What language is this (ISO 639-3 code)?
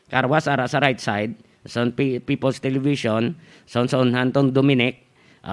hil